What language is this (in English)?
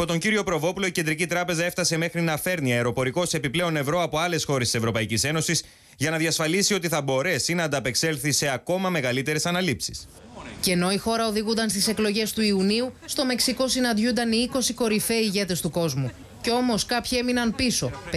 Greek